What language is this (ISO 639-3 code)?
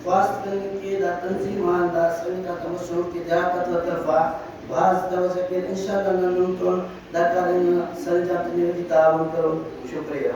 brh